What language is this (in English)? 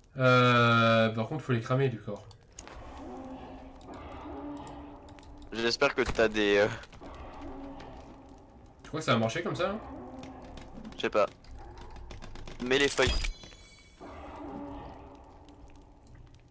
French